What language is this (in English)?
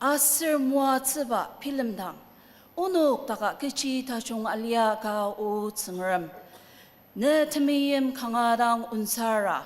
Ao Naga